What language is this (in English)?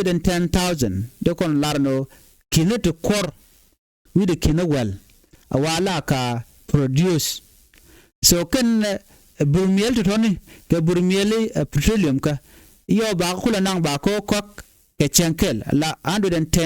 Nuer